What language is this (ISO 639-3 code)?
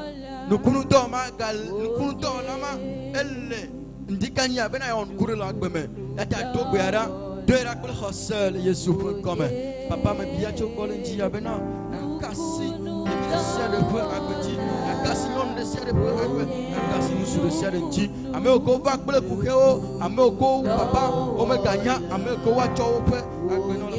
ewe